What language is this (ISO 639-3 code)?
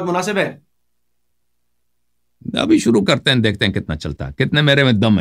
urd